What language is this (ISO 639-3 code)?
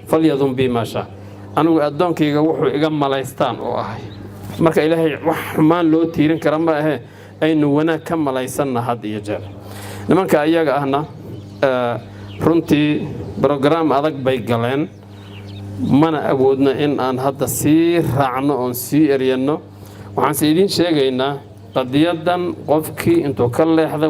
som